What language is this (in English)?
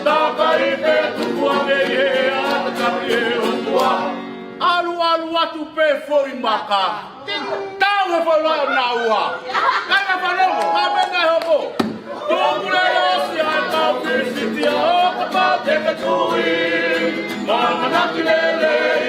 Tongan